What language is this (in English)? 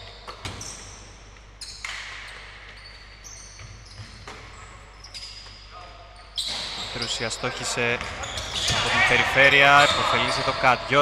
Greek